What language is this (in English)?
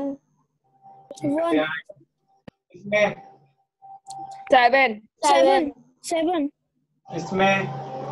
Hindi